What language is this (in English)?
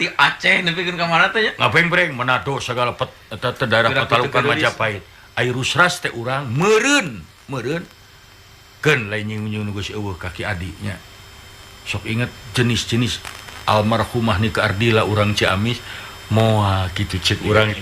Sundanese